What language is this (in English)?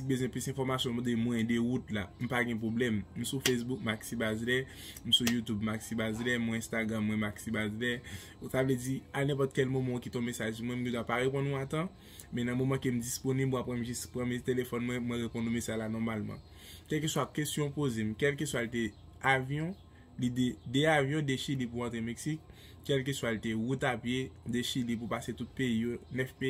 Haitian Creole